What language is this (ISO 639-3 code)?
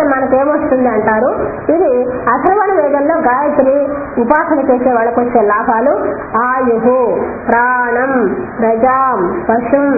tel